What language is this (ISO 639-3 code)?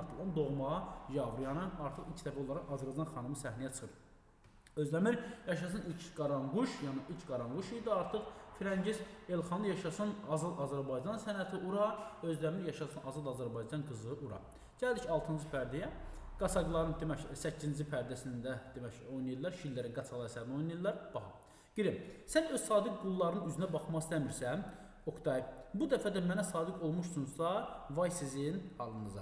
aze